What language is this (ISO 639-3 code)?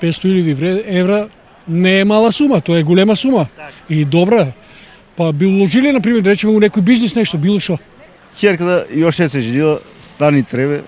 mkd